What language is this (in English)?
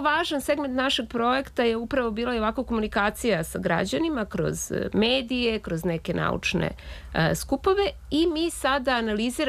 Serbian